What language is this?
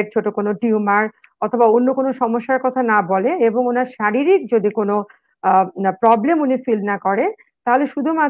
Bangla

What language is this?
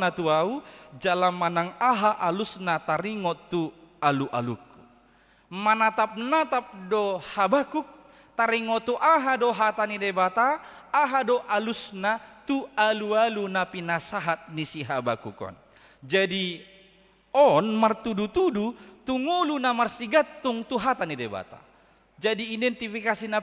Batak Toba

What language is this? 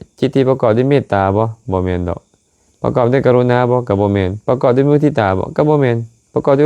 Lao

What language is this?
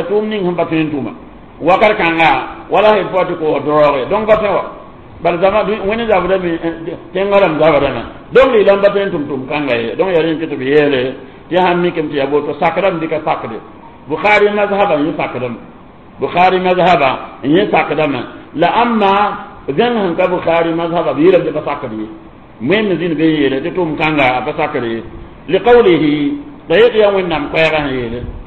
Mossi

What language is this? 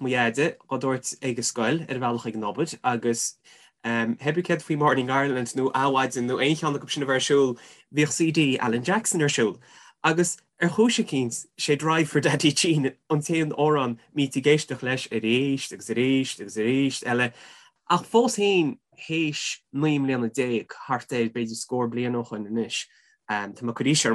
Irish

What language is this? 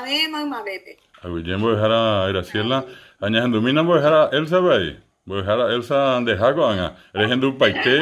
Guarani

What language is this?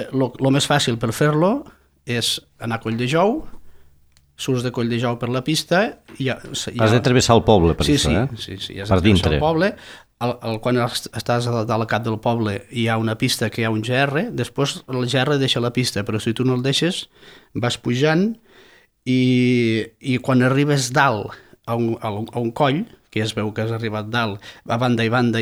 Catalan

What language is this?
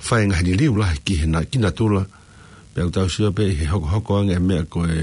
Tongan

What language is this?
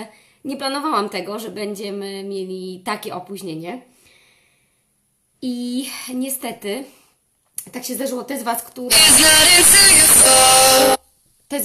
Polish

